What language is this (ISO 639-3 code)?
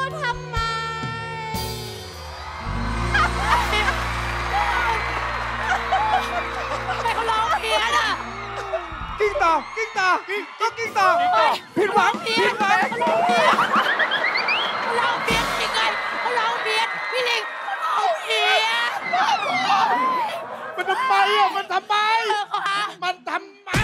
tha